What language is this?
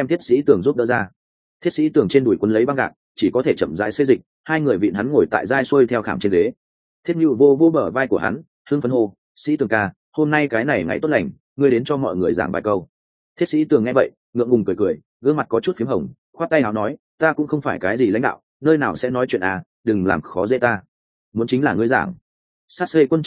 Vietnamese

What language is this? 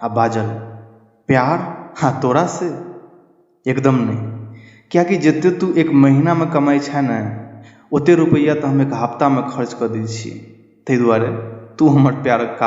Maithili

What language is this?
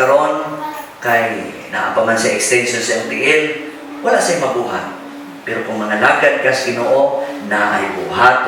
Cebuano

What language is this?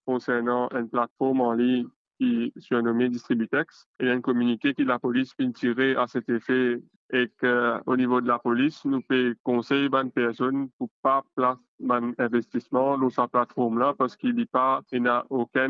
Morisyen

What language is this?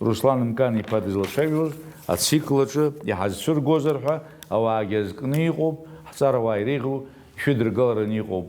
Abkhazian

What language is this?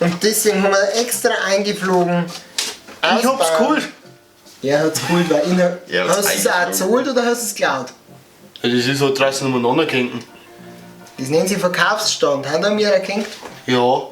Bavarian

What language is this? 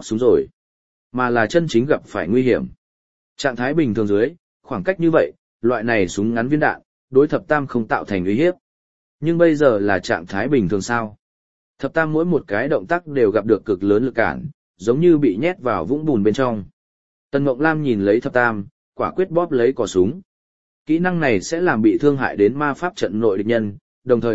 Vietnamese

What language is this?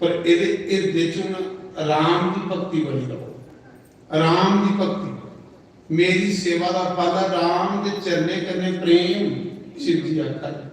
Dogri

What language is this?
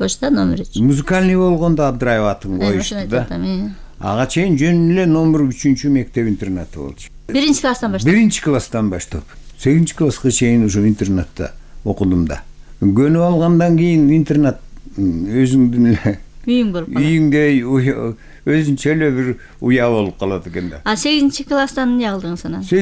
Kyrgyz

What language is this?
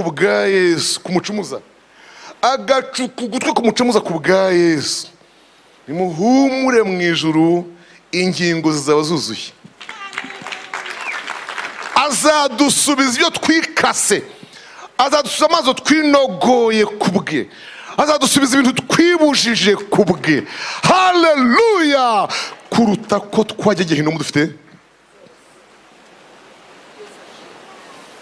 Kinyarwanda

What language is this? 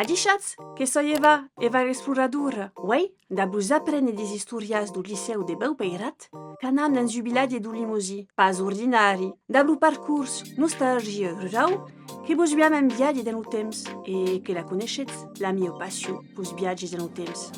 Occitan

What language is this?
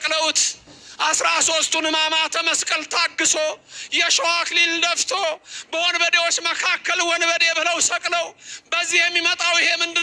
Amharic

